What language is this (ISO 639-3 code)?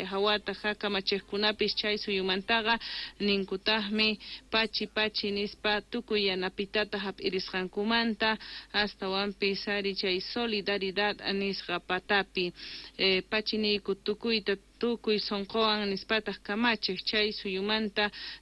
que